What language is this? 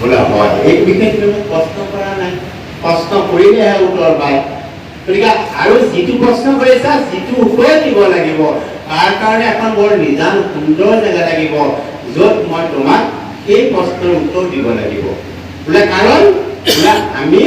Assamese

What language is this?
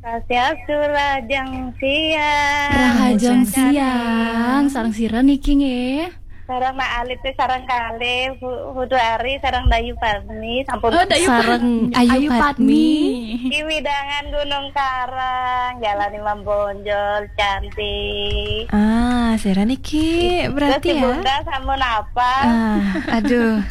Balinese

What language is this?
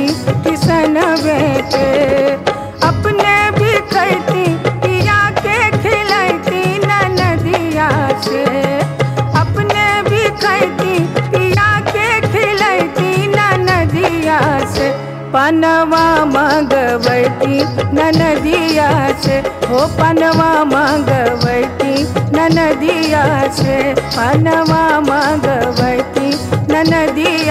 Bhojpuri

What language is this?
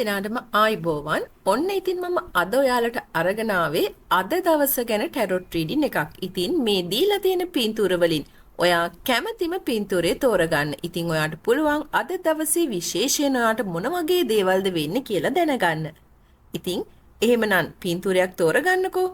Sinhala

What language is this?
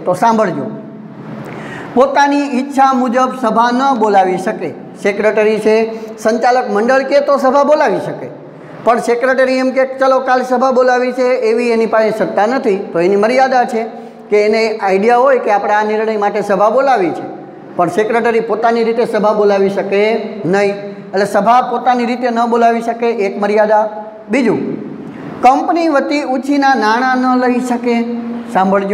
Gujarati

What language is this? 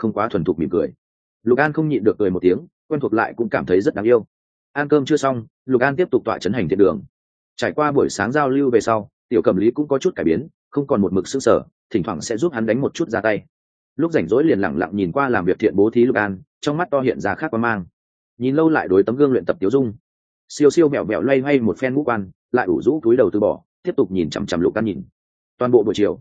Vietnamese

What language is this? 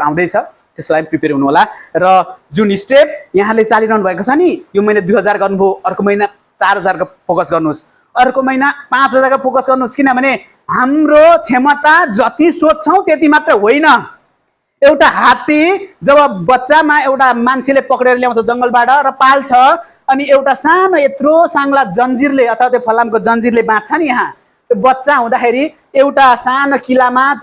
Nepali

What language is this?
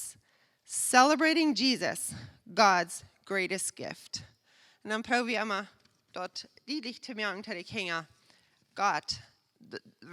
Plautdietsch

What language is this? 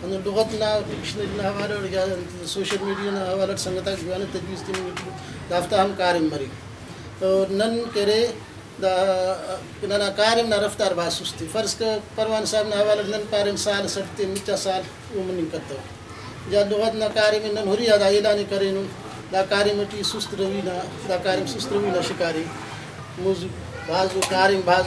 Brahui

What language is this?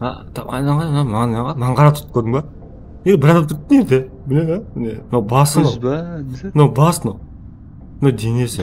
Kara-Kalpak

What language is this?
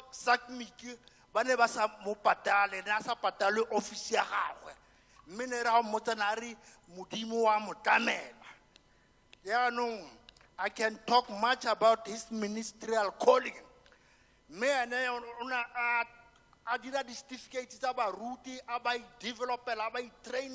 Tswana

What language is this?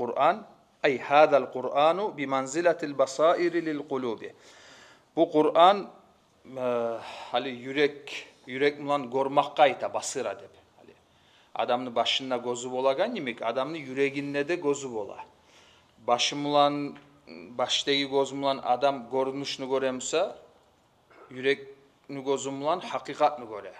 Kumyk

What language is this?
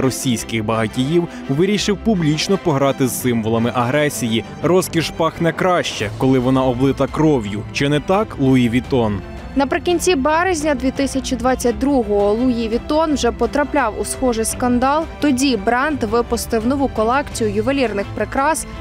Ukrainian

